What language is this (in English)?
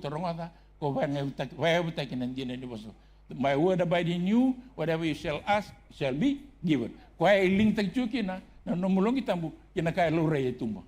Fijian